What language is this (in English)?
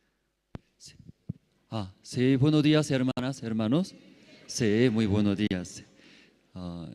South Bolivian Quechua